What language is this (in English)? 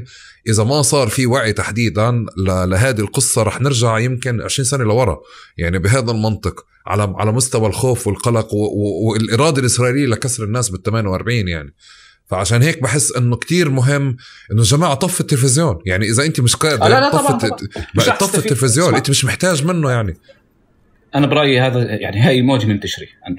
North Levantine Arabic